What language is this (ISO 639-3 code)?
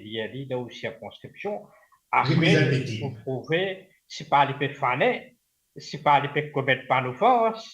mfe